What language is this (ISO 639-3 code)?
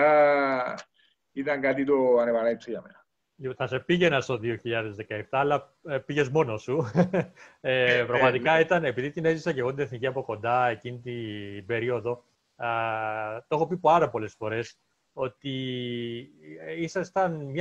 ell